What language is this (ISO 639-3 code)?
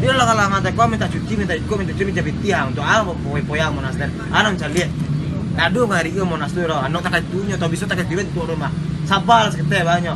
min